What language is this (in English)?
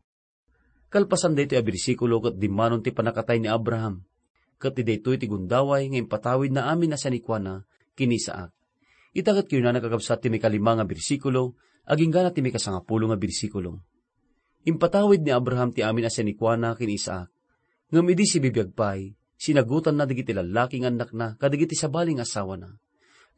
Iloko